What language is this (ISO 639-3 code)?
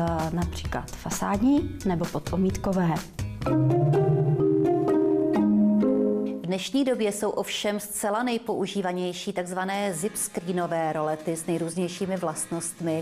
ces